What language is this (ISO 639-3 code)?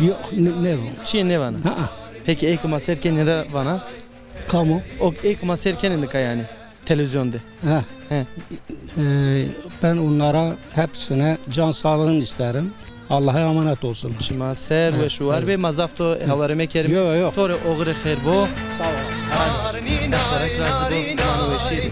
zza